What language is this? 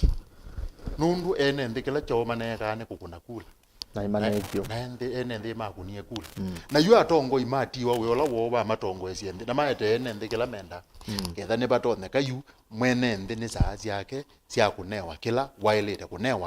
Kamba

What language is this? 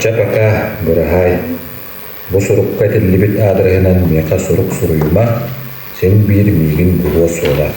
Yakut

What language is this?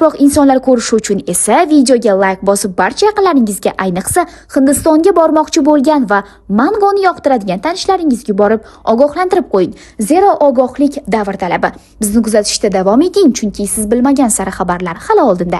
Uzbek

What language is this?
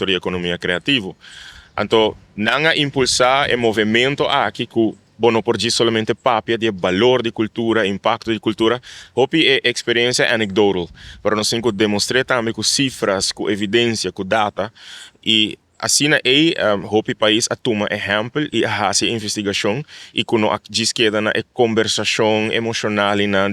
Papiamento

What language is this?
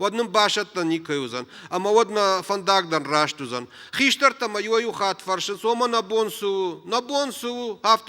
Ossetic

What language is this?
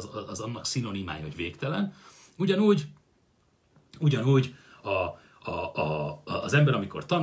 Hungarian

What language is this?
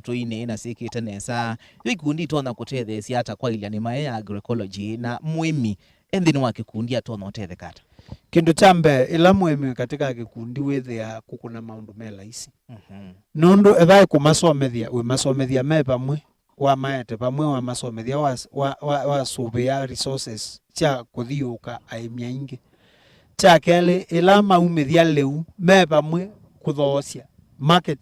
Kamba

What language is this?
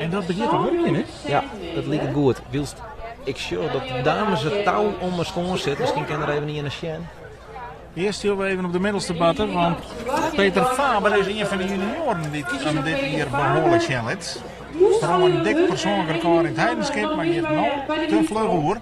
Western Frisian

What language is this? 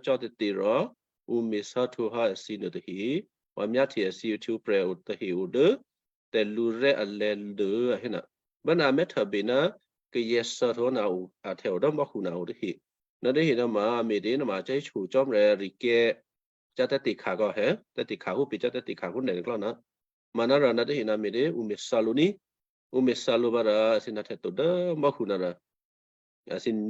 Western Kayah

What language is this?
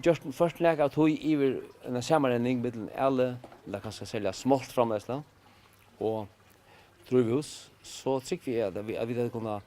Faroese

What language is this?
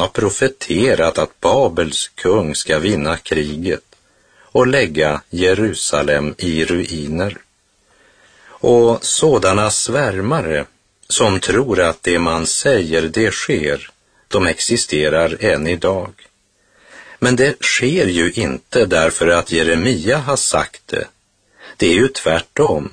Swedish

